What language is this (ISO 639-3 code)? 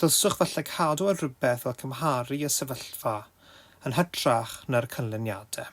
cym